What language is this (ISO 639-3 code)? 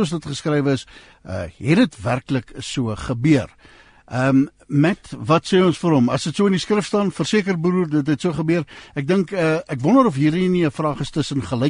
afr